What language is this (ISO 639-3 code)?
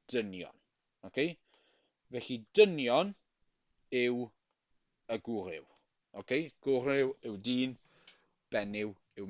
cym